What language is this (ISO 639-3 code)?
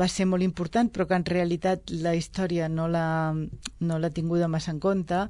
cat